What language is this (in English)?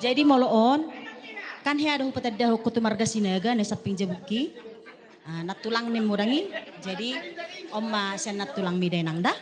Batak Toba